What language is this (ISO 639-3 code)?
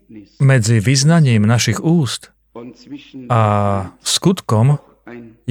slk